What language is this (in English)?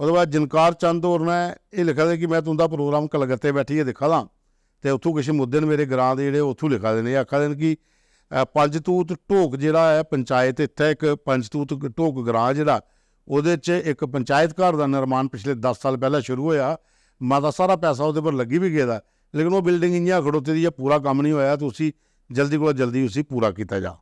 Dogri